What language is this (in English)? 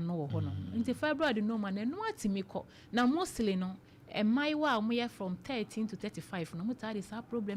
Akan